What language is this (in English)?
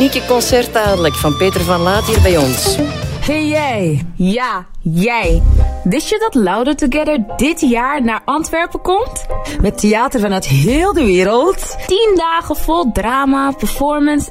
Dutch